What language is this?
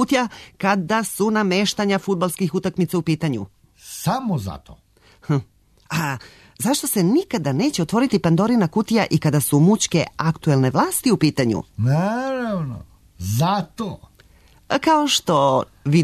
Serbian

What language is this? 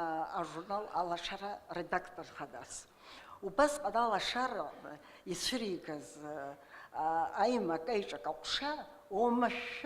Abkhazian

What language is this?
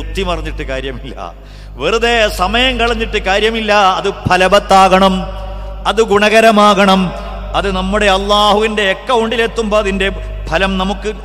Malayalam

